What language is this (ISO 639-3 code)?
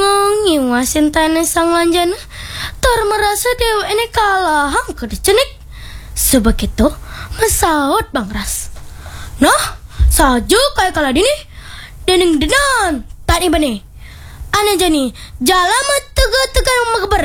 ban